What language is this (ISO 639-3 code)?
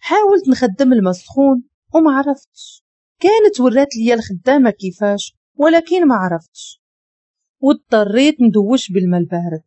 ary